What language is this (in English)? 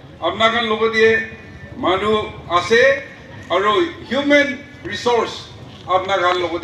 Naga Pidgin